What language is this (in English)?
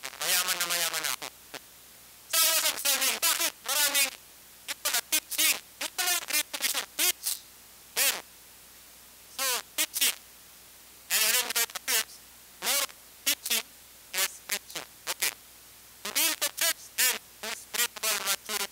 Filipino